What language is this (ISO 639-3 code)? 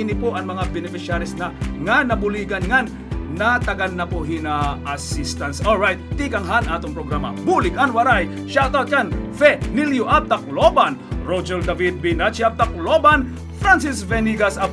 war